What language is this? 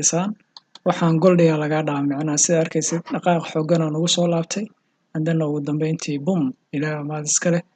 Somali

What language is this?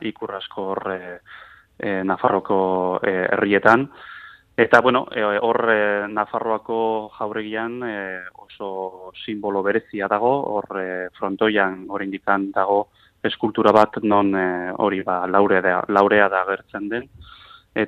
Basque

